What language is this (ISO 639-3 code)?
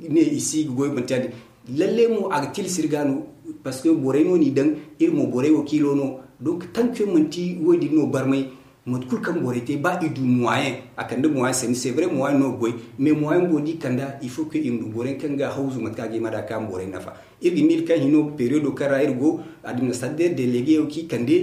dje